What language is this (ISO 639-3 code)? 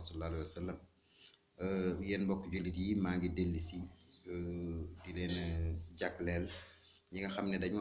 wol